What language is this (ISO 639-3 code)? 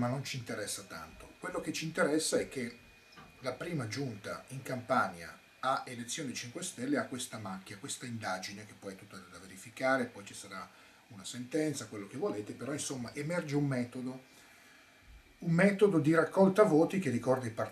ita